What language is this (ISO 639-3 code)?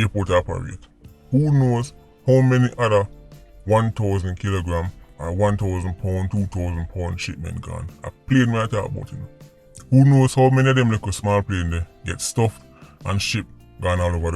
jam